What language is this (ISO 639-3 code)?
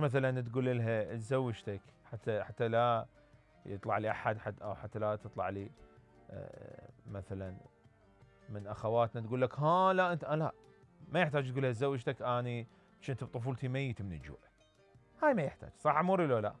acm